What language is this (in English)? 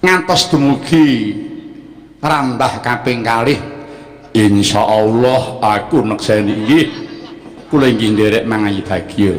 Javanese